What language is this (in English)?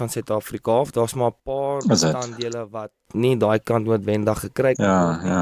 Afrikaans